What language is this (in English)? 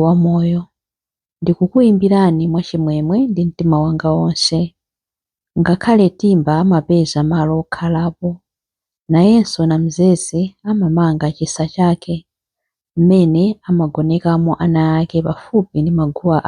Nyanja